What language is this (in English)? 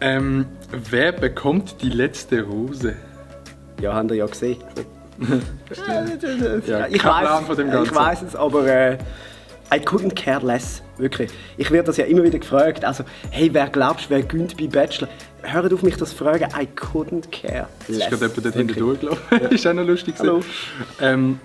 Swiss German